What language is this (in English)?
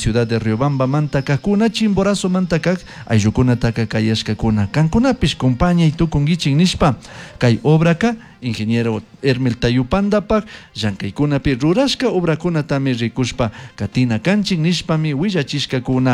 Chimborazo Highland Quichua